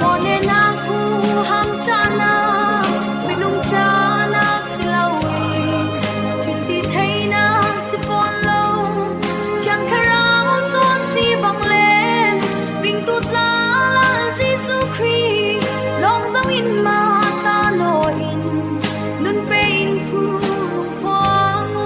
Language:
Falam Chin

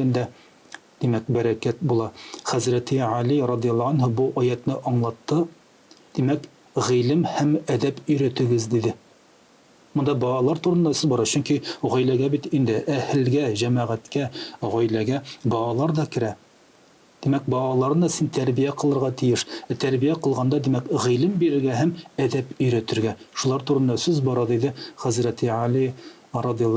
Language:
Tatar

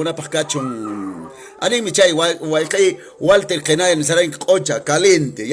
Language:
Quechua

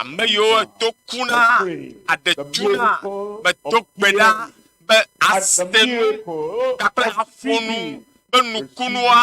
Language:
Ewe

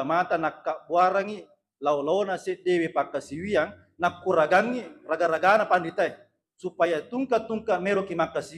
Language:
Buginese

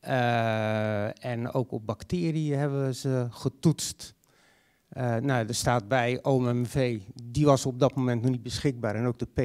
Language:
Dutch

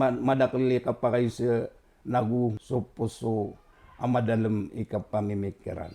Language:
Maranao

